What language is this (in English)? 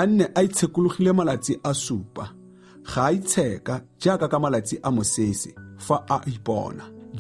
Tswana